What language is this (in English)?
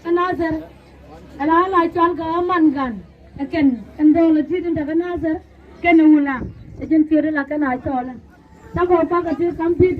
Nuer